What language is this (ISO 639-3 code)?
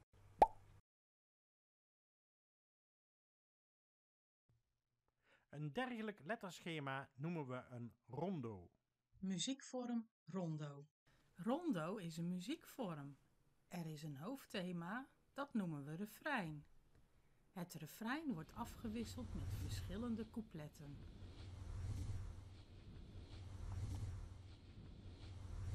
nld